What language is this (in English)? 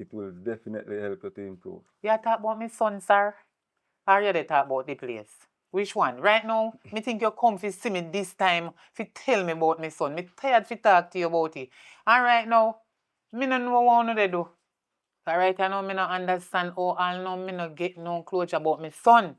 Jamaican Creole English